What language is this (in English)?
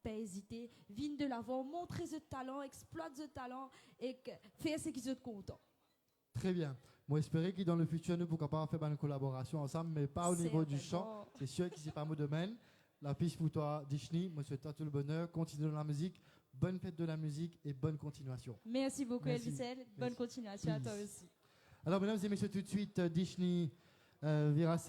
Morisyen